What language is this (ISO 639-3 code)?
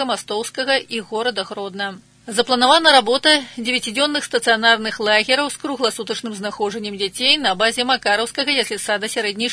bel